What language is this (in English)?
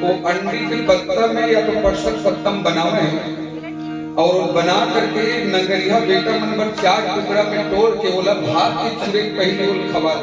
Chhattisgarhi